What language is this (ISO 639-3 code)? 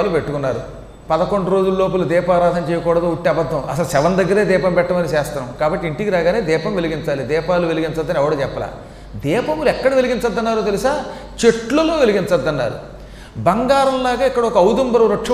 tel